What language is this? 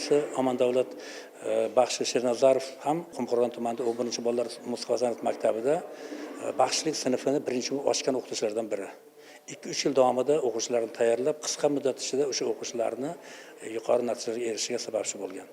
Uzbek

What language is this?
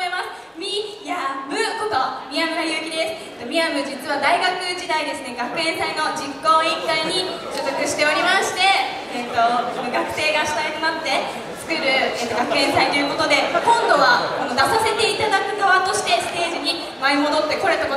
Japanese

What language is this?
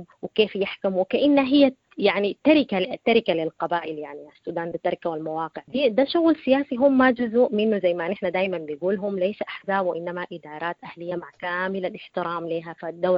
Sudanese Arabic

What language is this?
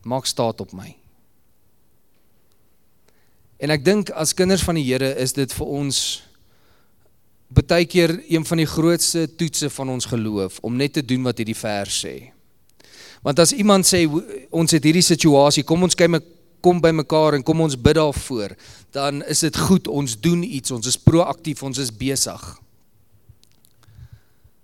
Afrikaans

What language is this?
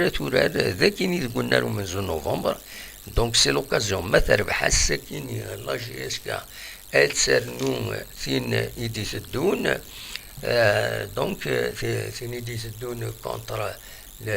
Kabyle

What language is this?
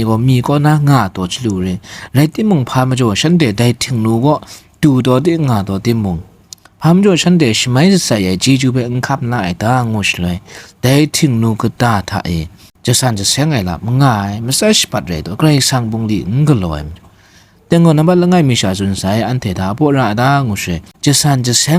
Kachin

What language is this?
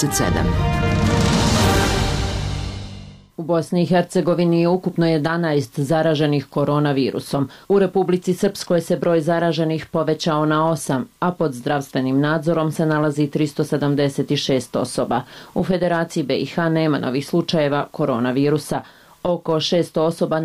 Bosnian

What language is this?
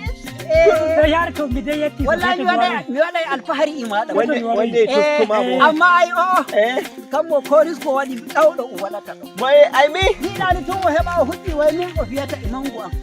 Nigerian Fulfulde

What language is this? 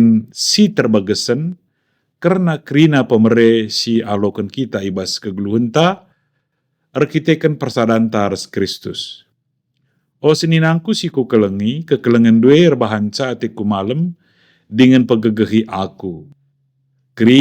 Batak Karo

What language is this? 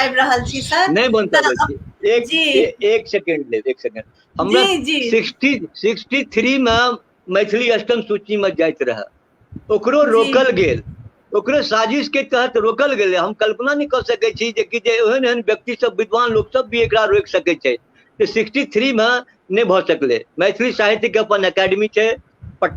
Maithili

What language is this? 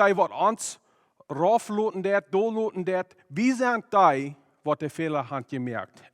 Plautdietsch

